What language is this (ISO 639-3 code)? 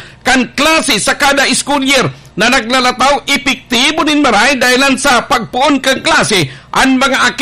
bik